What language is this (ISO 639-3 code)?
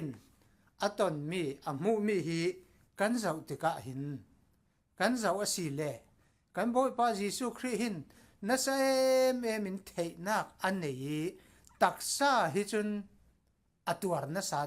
cfm